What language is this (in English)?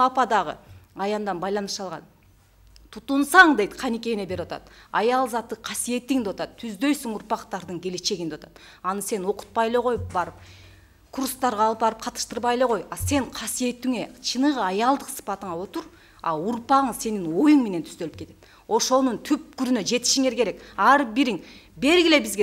Kyrgyz